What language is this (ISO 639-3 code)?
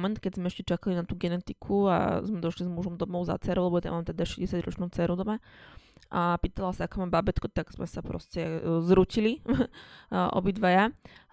slk